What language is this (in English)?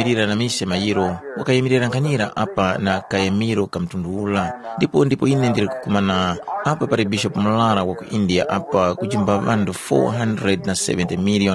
Tumbuka